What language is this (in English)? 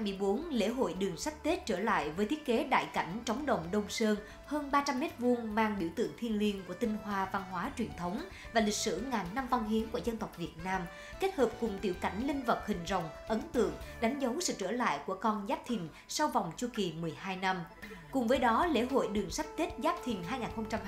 Vietnamese